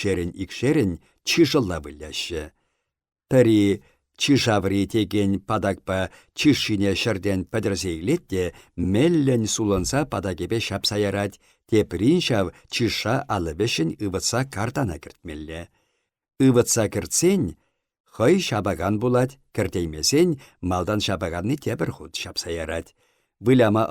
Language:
Chuvash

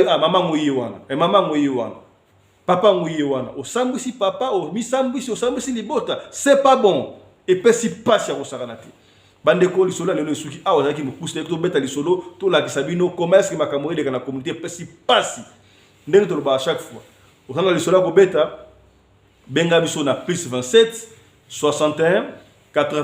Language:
Lingala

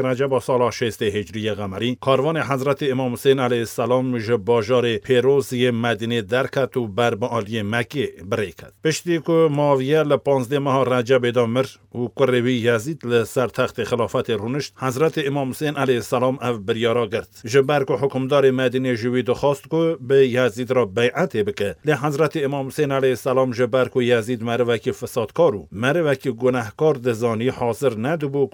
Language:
Kurdish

